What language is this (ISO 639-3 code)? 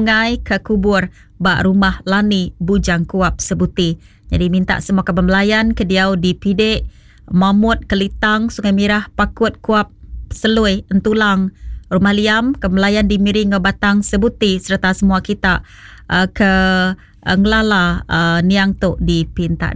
iba